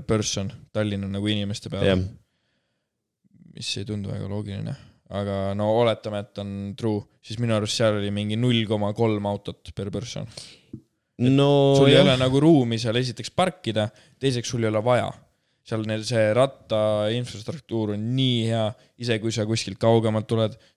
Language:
Estonian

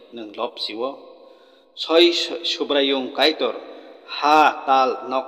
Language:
Kok Borok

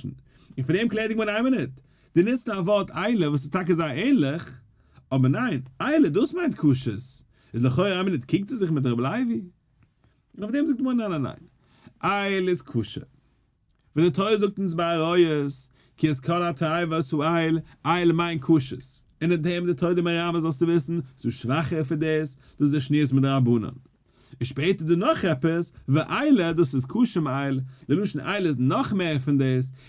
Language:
Yiddish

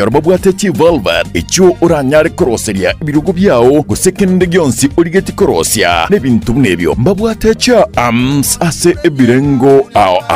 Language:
Gusii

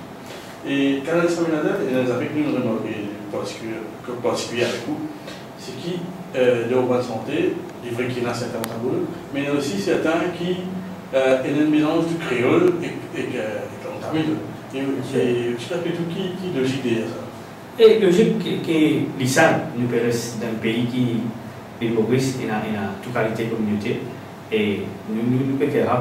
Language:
Morisyen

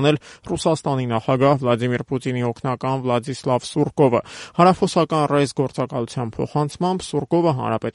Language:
Armenian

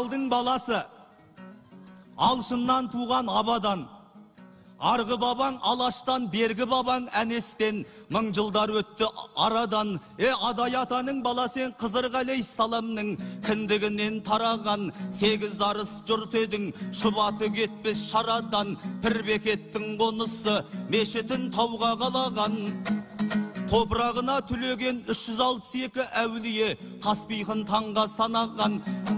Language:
Kazakh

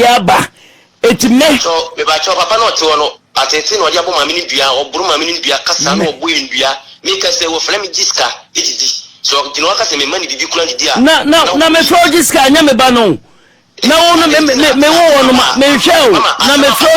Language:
Akan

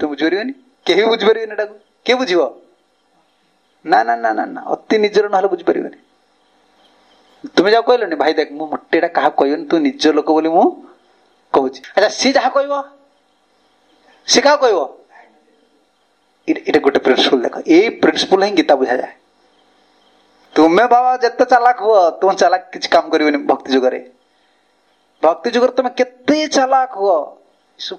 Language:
Odia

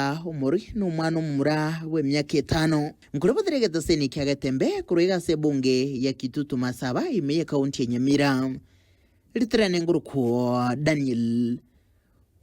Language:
Gusii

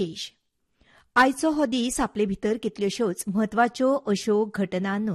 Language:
Konkani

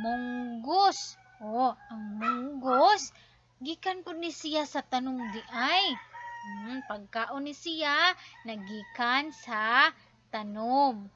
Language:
Cebuano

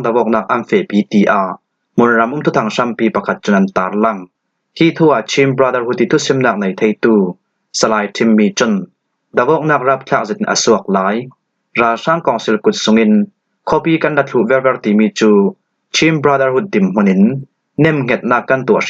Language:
Falam Chin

